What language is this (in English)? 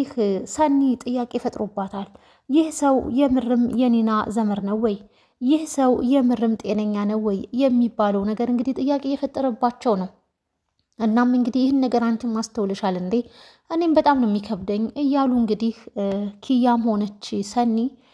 Amharic